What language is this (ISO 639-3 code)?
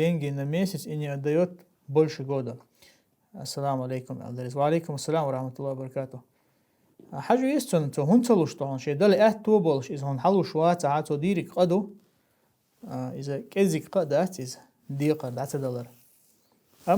che